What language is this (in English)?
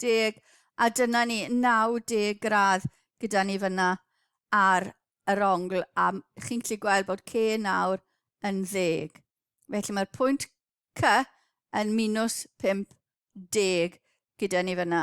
Welsh